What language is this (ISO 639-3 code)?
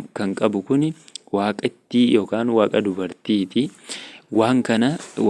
orm